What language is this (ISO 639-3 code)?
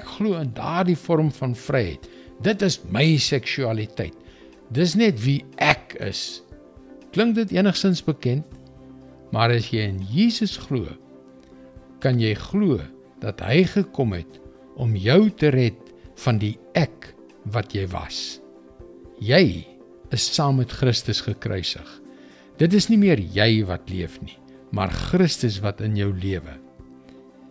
afr